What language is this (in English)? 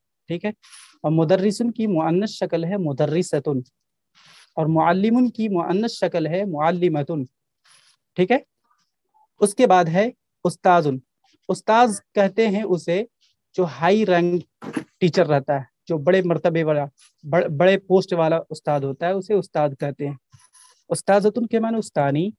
Urdu